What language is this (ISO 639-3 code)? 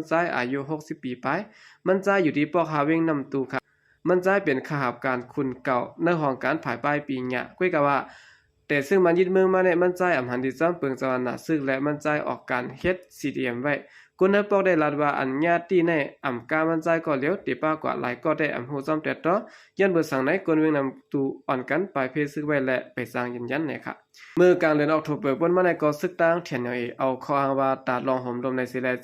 shn